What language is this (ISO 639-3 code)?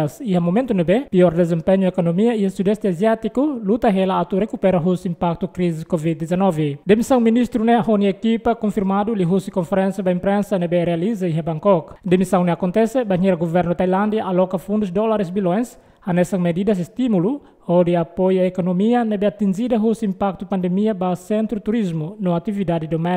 tet